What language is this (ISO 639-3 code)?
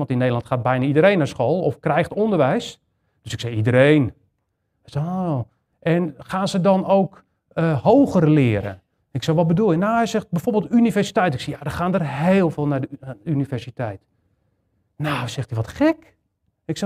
nld